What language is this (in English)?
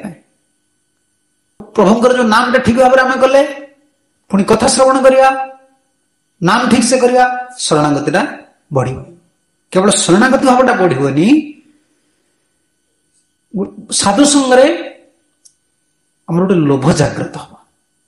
Odia